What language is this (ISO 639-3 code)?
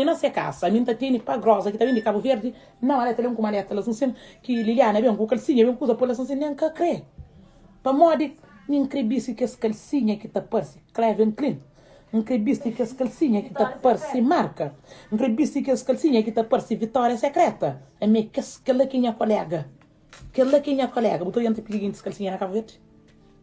kea